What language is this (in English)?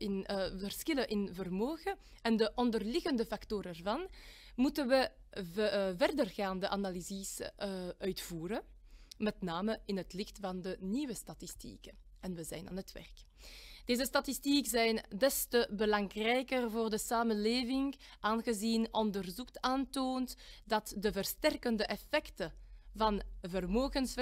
Dutch